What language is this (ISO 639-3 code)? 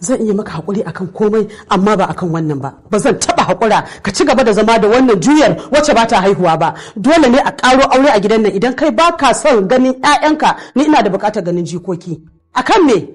hau